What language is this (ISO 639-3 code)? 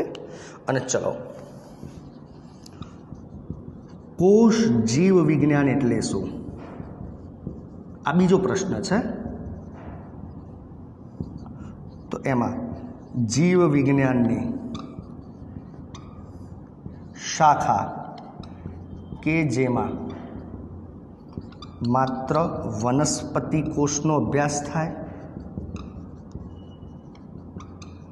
guj